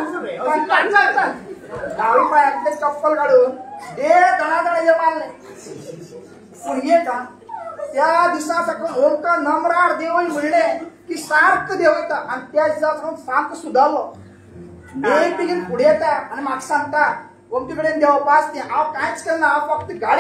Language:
Konkani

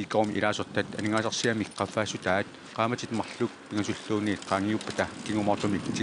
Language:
Kalaallisut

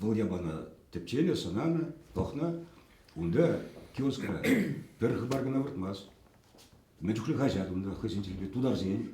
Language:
Chuvash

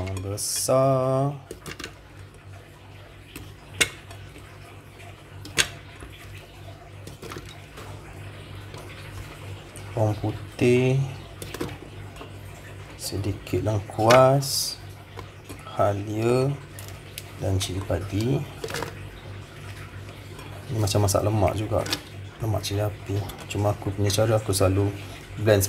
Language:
Malay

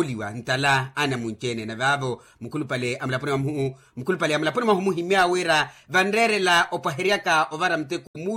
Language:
Makhuwa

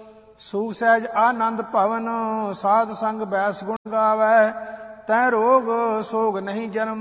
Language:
Punjabi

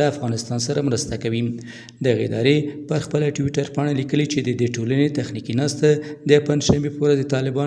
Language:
Pashto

